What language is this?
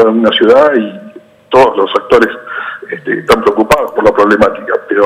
Spanish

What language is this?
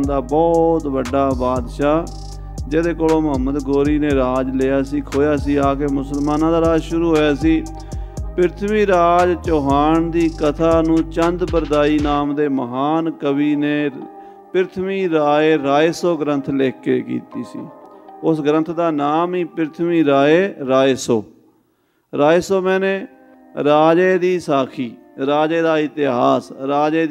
Punjabi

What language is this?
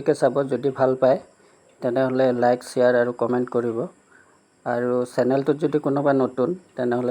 Assamese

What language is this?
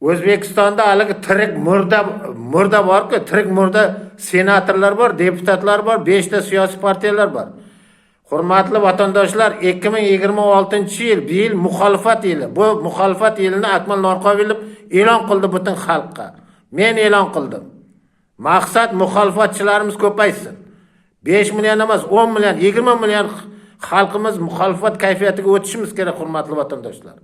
Uzbek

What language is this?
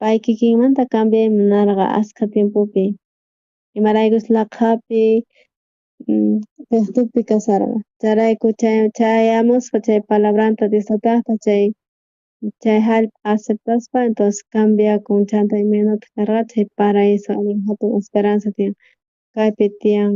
South Bolivian Quechua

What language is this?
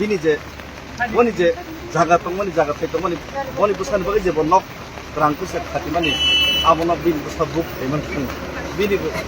Kok Borok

